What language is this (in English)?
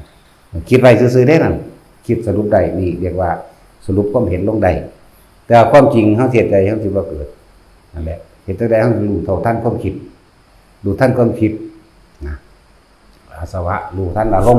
Northeastern Thai